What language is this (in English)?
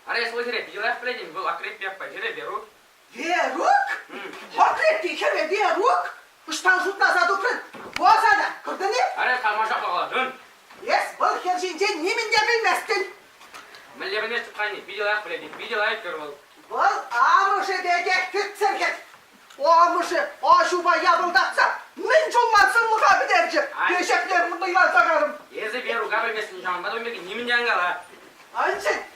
Chuvash